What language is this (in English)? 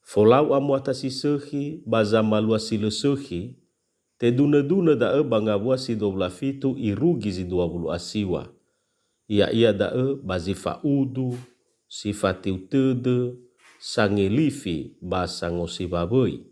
Nias